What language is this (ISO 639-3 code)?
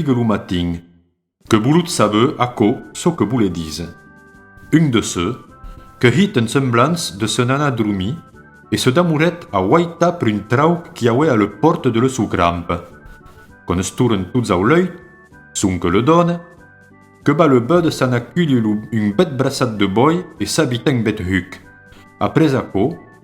oci